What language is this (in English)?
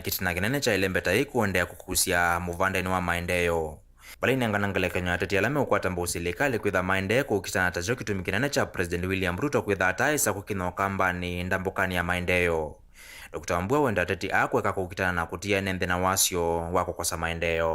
Kamba